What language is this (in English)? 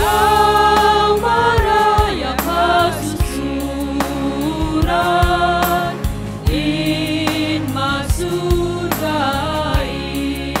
Batak Simalungun